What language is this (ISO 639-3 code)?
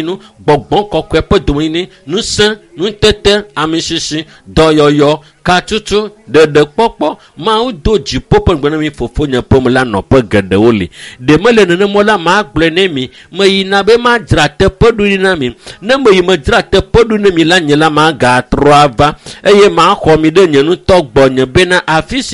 ewe